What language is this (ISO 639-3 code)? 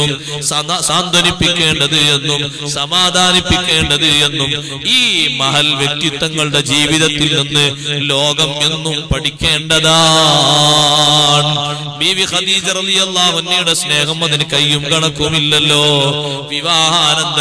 mal